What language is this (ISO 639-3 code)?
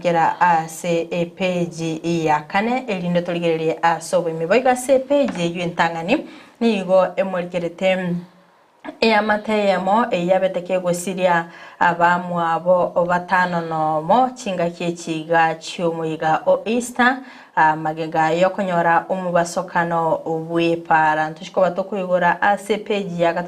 guz